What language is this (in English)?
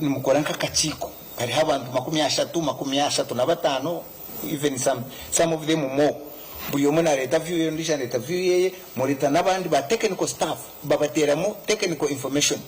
Nyankole